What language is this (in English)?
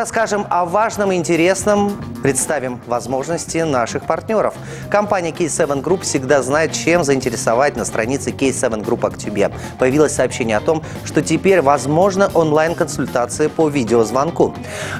Russian